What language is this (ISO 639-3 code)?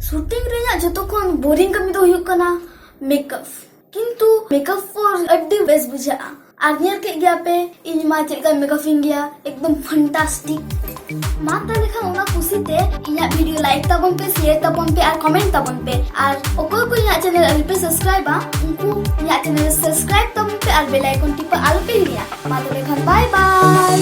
sat